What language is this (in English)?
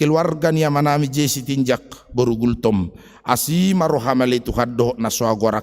Batak Toba